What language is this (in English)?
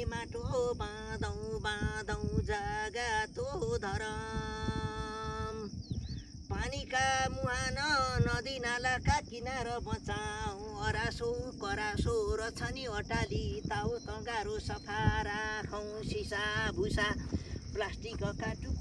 Nepali